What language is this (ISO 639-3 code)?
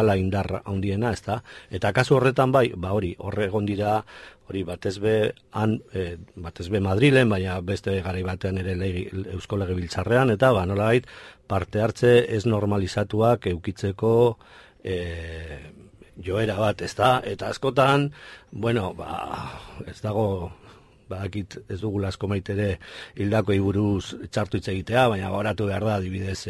eus